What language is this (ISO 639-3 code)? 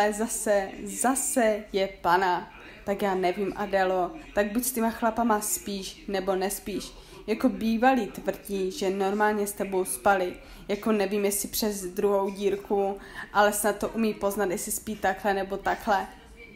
ces